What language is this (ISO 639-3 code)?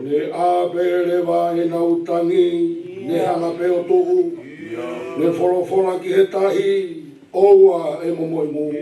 ton